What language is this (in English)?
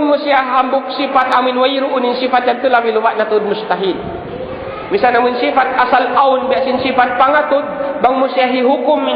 Tausug